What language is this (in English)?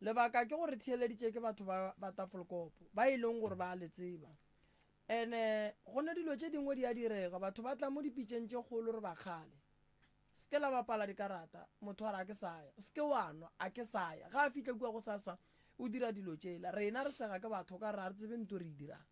Northern Sotho